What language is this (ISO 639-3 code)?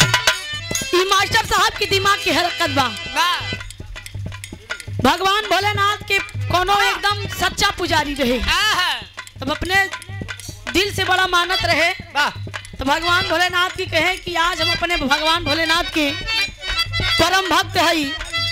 bho